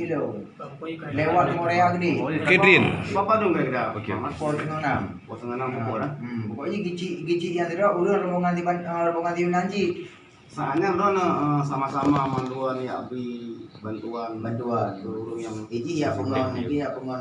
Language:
Achinese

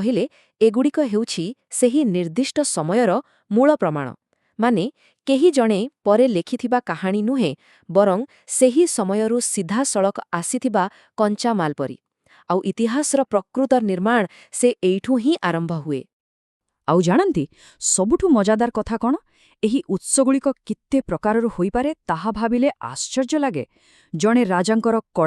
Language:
Odia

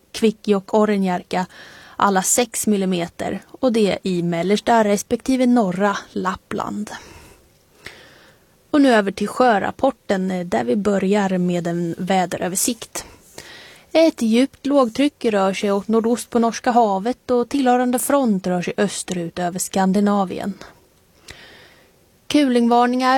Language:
Swedish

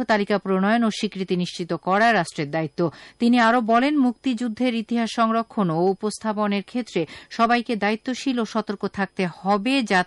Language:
Bangla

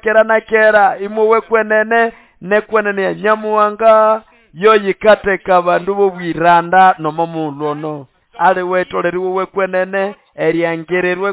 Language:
Nande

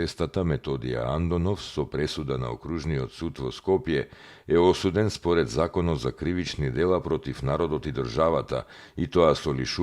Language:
Macedonian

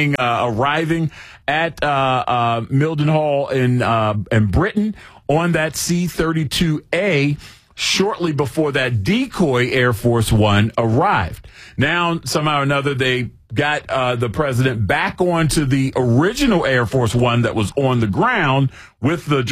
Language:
English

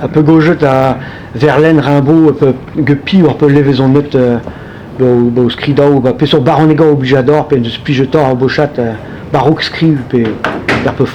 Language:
Breton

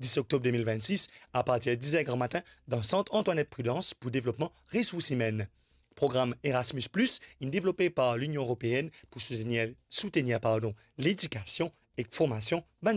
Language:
Morisyen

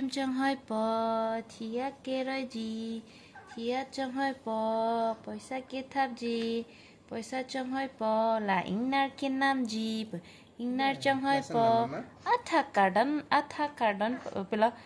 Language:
Karbi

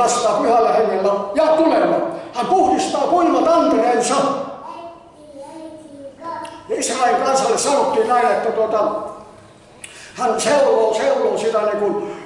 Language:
Finnish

